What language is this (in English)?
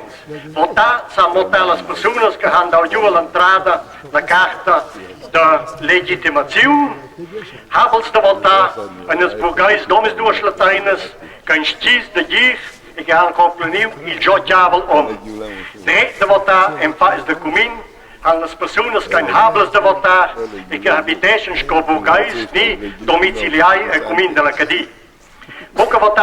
Romansh